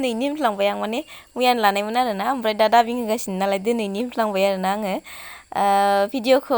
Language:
Bodo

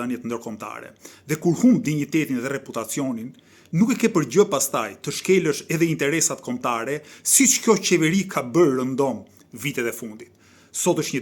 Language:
Albanian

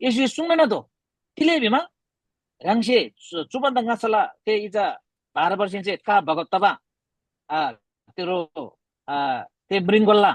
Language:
Eastern Tamang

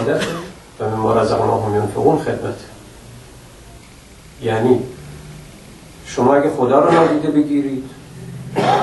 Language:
Persian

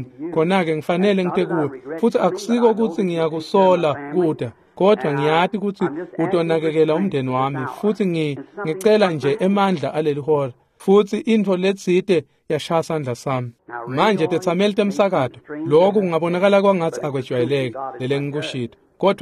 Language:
Swati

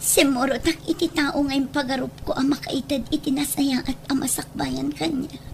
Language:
Iloko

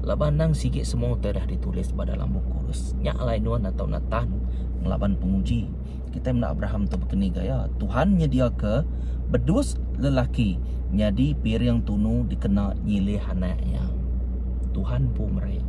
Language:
Iban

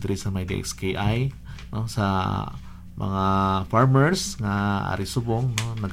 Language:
Hiligaynon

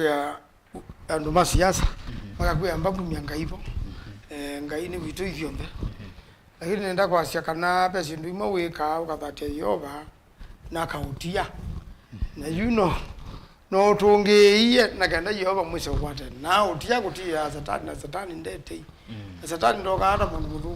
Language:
Kamba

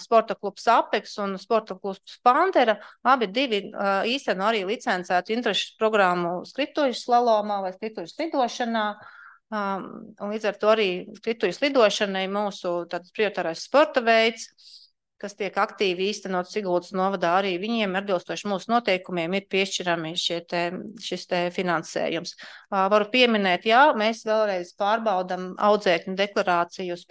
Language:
Latvian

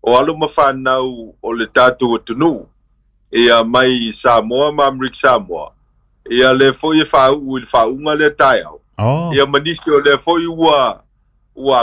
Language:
Samoan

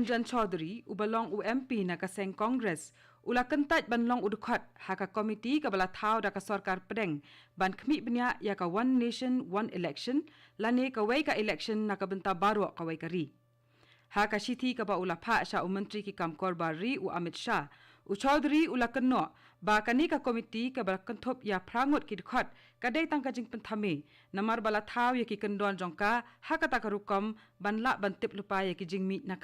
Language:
Khasi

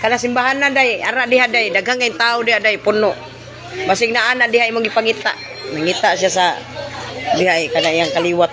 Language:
Cebuano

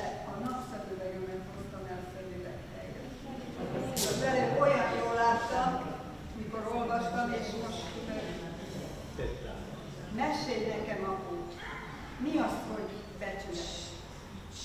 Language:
Hungarian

